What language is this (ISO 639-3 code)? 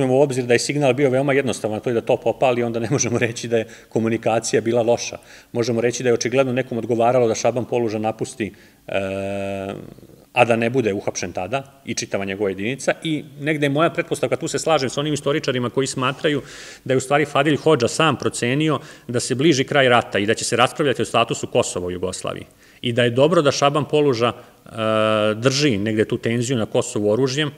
srp